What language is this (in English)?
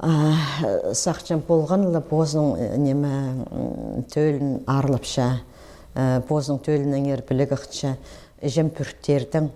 Khakas